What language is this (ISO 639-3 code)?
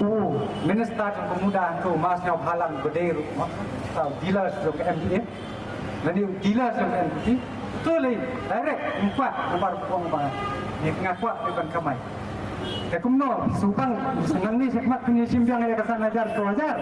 kha